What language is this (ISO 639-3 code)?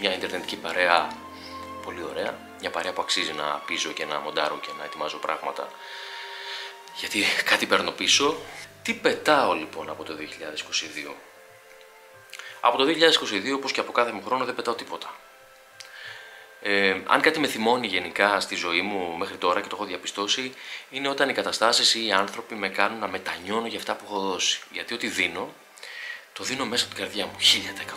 ell